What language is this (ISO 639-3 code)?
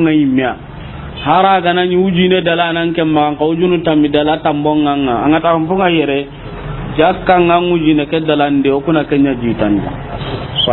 snk